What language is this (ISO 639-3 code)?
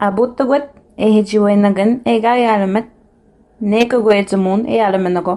moe